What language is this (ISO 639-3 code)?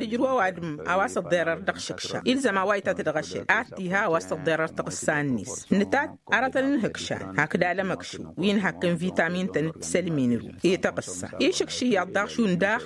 taq